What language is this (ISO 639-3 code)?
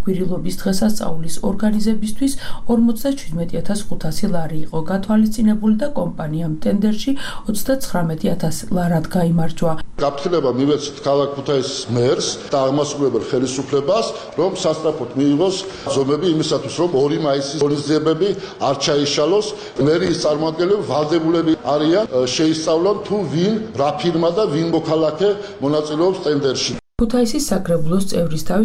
kat